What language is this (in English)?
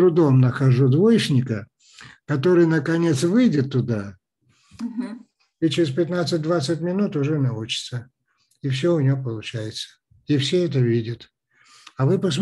Russian